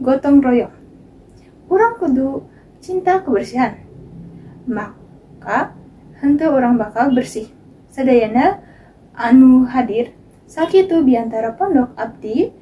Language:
Sundanese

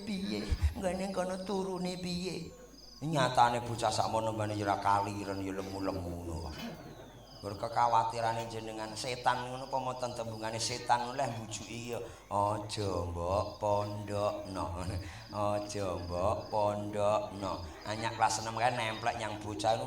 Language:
Javanese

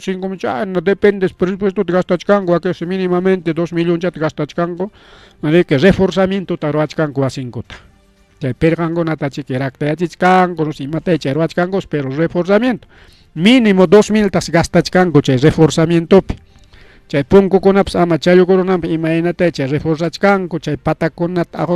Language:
Ayacucho Quechua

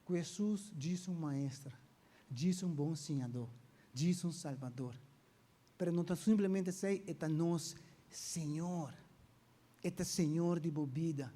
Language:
Papiamento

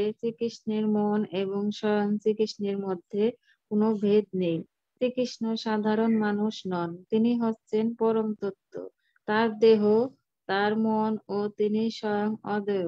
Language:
Bangla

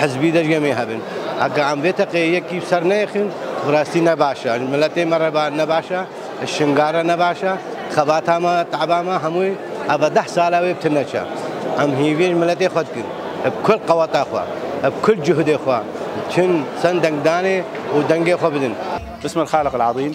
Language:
Kurdish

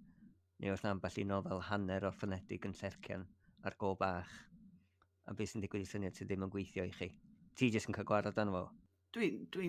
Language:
Welsh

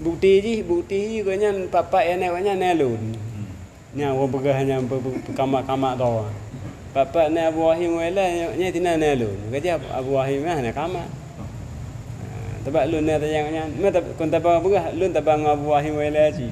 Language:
Achinese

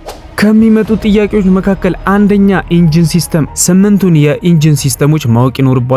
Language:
Amharic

